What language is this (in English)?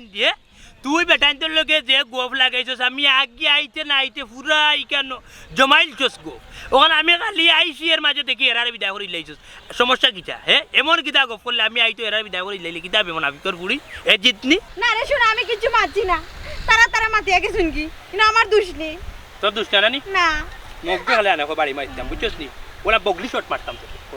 Sylheti